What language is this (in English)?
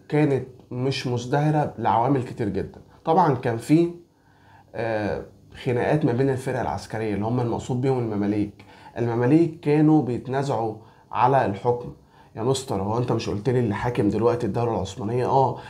Egyptian Arabic